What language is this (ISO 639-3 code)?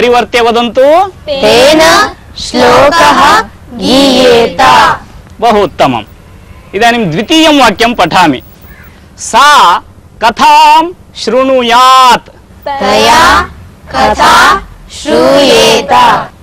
san